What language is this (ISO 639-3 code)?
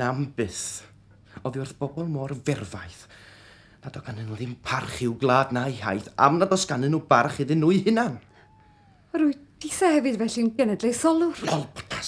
cym